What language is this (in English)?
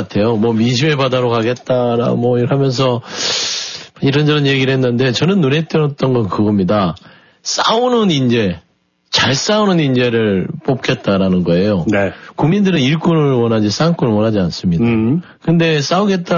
Korean